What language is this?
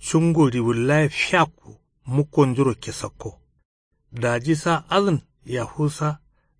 Kanuri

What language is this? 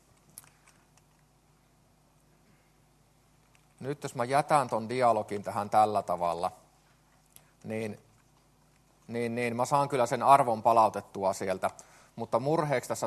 Finnish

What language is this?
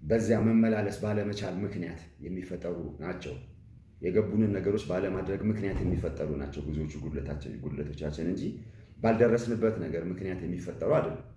Amharic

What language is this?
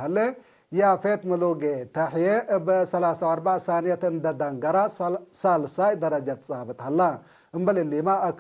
Tigre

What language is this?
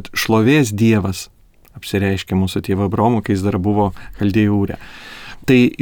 Lithuanian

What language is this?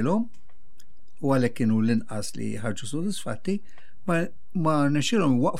Maltese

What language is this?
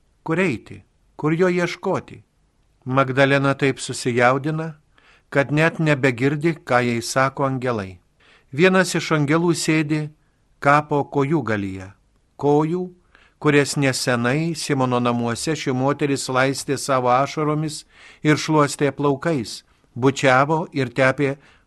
Lithuanian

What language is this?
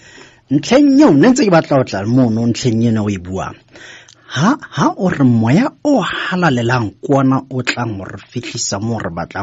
Southern Sotho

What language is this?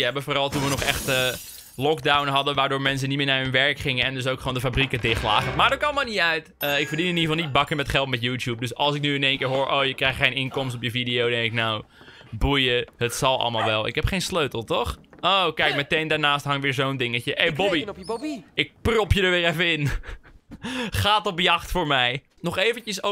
Dutch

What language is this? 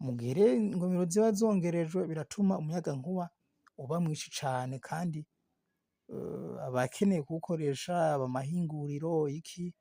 Rundi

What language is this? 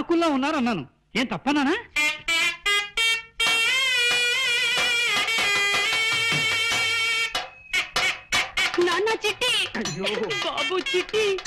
Telugu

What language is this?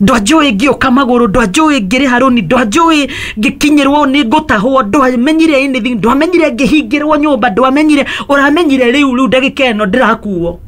Kikuyu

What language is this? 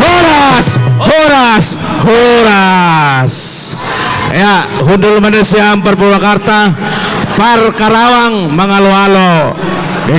Batak Simalungun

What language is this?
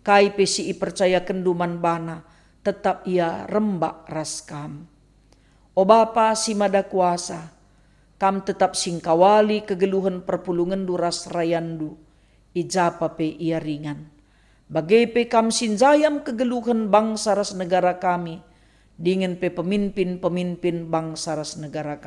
Batak Karo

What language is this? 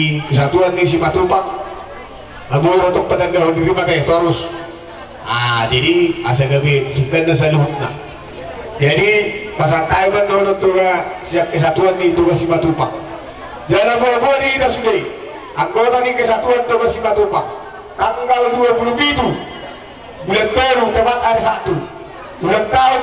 Batak Toba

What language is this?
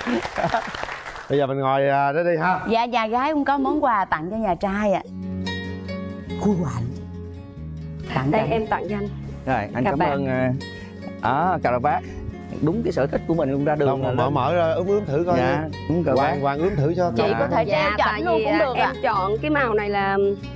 Vietnamese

